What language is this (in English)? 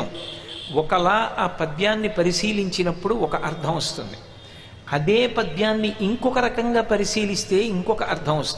Telugu